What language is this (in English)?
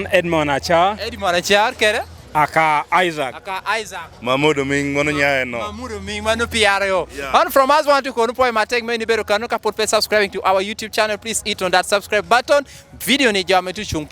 Lango (Uganda)